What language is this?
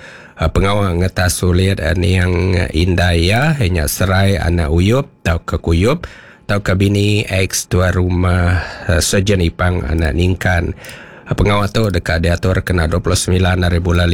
Iban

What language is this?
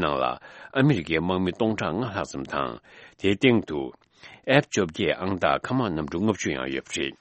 Tibetan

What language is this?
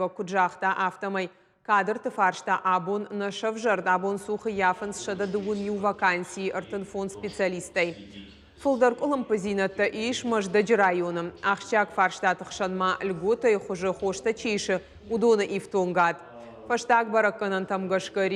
Ossetic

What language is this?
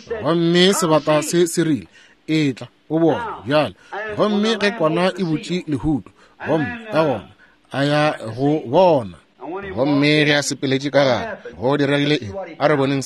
Northern Sotho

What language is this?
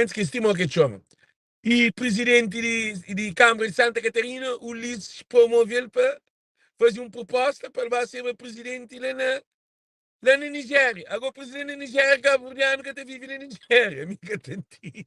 Kabuverdianu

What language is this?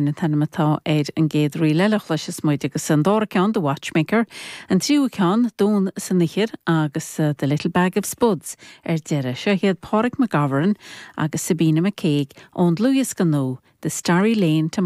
Irish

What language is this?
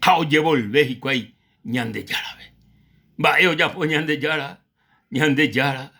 Guarani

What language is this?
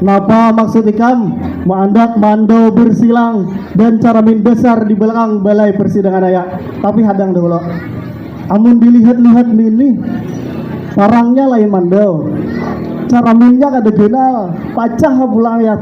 Banjar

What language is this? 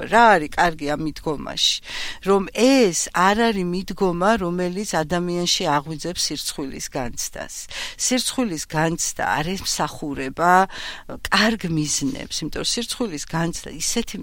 Georgian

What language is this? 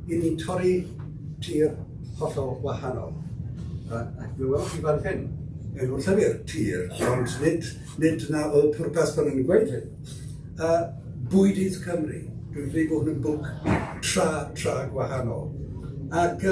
Welsh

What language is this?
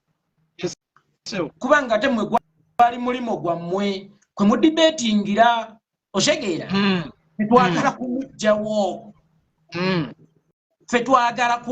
Ganda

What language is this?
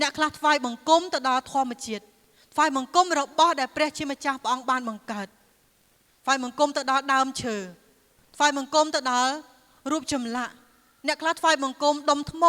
Khmer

